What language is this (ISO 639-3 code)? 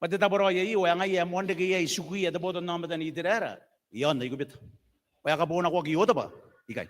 gil